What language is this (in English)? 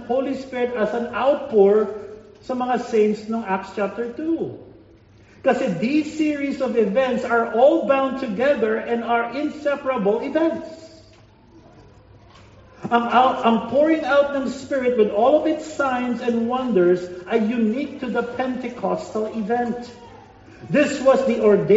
Filipino